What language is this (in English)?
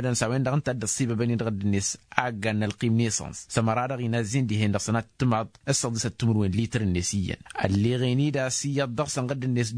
Tamasheq